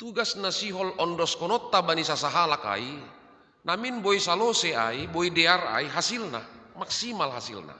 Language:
Batak Simalungun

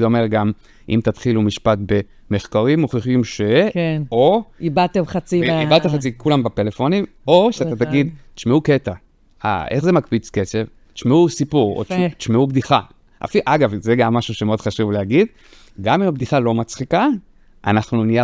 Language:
Hebrew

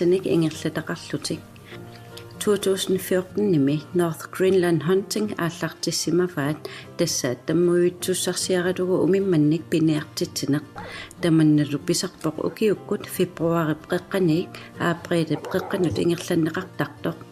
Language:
Kalaallisut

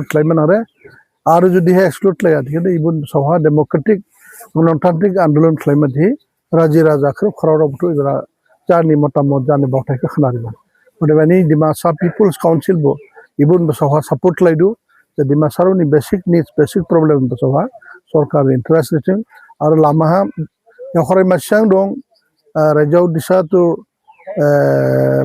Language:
Dimasa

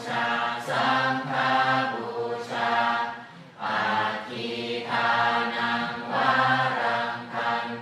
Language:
Pali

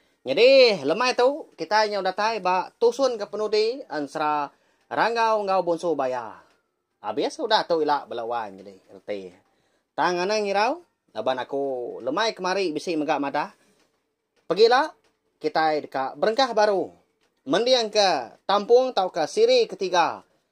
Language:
Iban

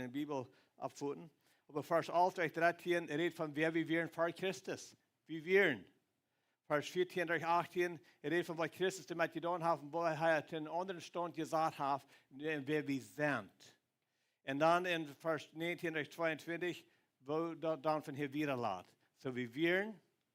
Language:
Plautdietsch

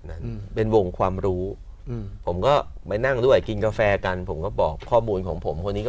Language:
Thai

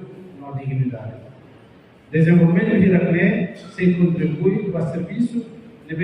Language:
Tetum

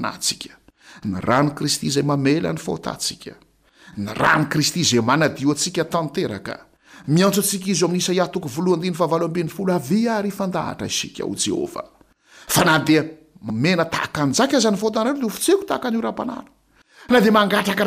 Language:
Malagasy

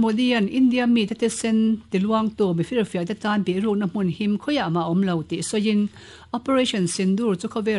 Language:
Mizo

